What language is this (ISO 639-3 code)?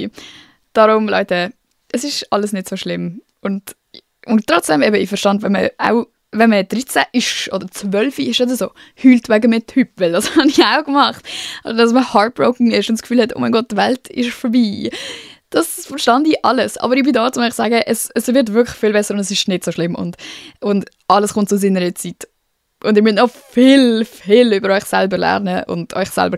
gsw